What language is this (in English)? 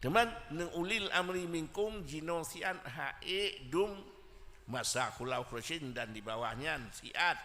Achinese